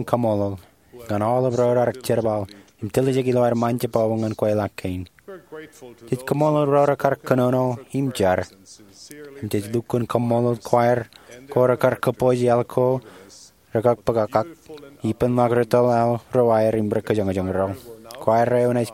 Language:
Marshallese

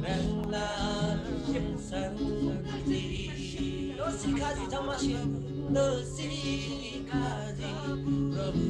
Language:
Eastern Tamang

